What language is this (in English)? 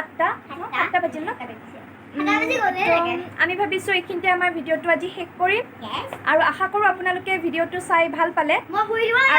Assamese